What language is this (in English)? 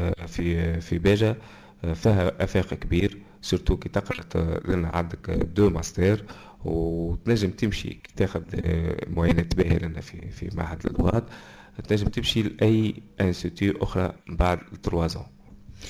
Tunisian Arabic